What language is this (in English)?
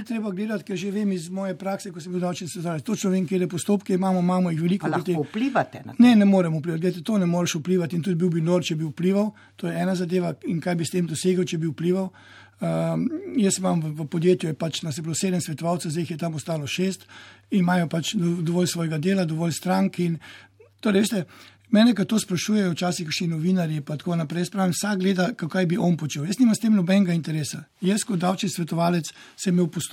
Slovenian